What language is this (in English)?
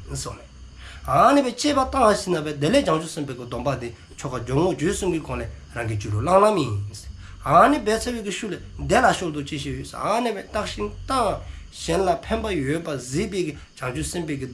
Dzongkha